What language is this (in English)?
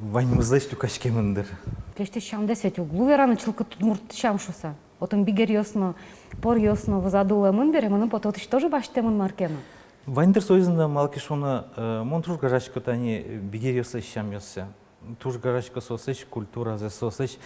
Udmurt